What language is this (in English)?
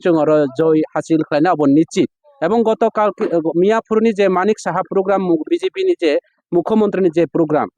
Kok Borok